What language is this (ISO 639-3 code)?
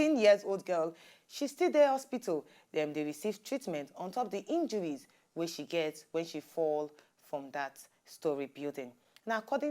pcm